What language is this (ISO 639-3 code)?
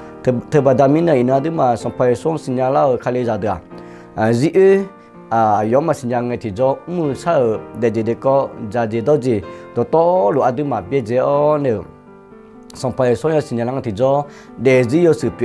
ahk